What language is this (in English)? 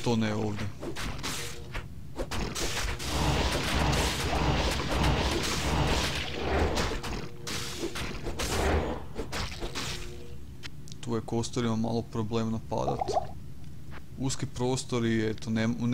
Croatian